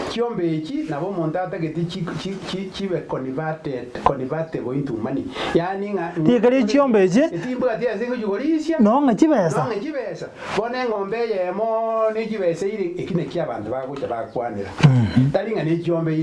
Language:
Gusii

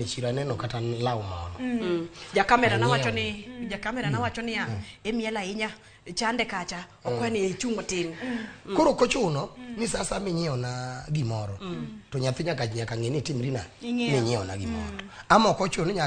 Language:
Luo (Kenya and Tanzania)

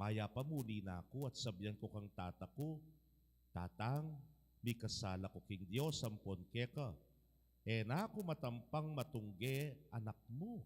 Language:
Pampanga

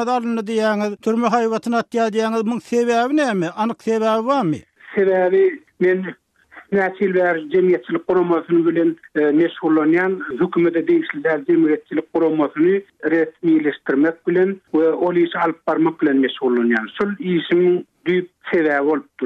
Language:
Turkmen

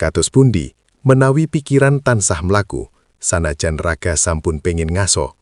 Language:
Javanese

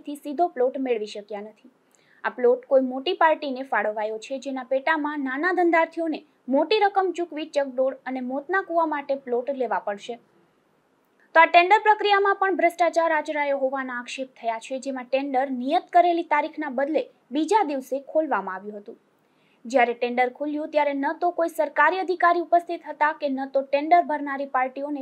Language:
Gujarati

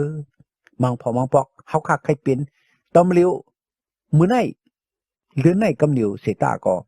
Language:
Shan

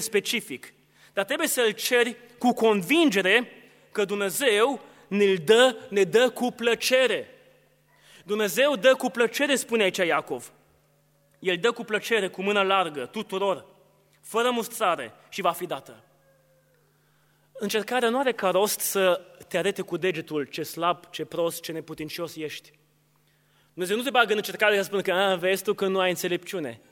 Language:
Romanian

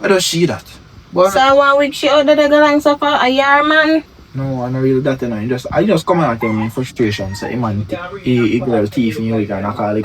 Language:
Jamaican Creole English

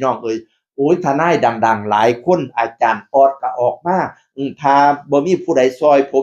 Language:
Northeastern Thai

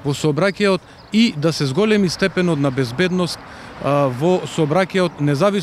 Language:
Macedonian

